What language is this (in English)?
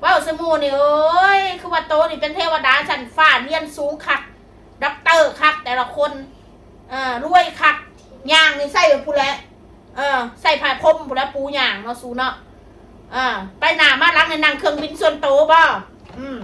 Northeastern Thai